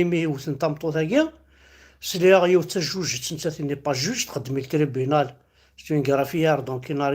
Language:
Kabyle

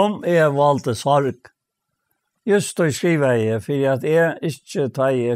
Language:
Faroese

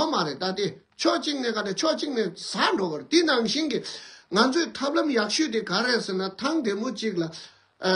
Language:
Tibetan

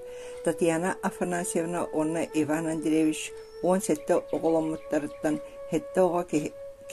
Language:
Yakut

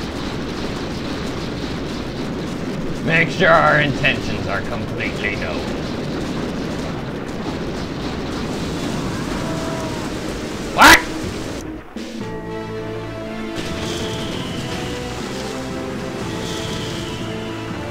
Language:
English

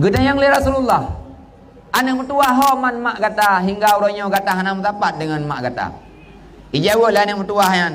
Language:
Achinese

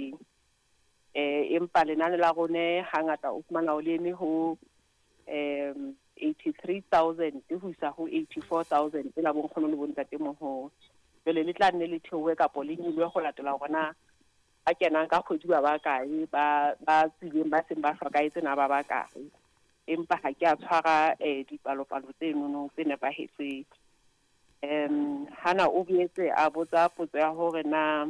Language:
Southern Sotho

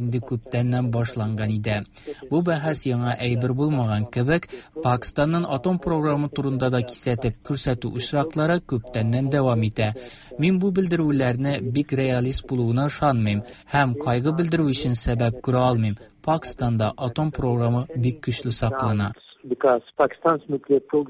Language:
Tatar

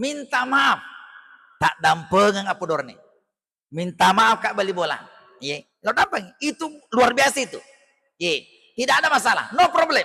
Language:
Buginese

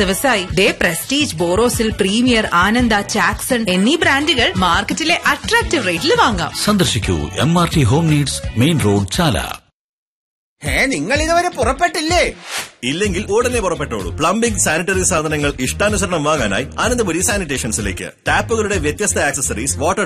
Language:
Malayalam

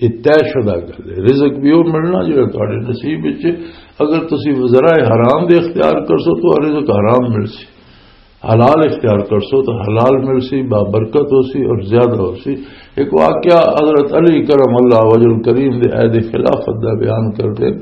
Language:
Western Panjabi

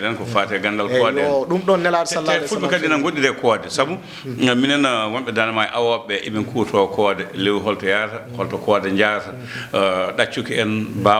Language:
Fula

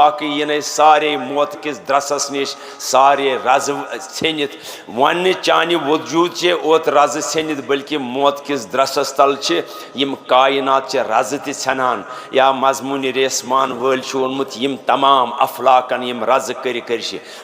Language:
Kashmiri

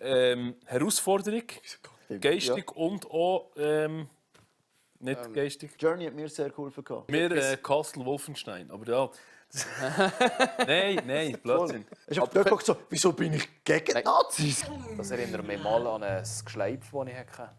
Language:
Swiss German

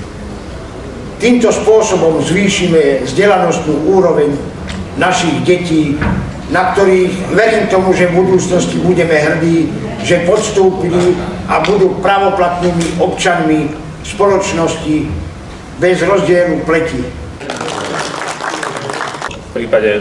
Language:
Slovak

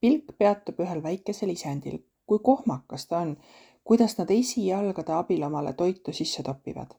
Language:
Estonian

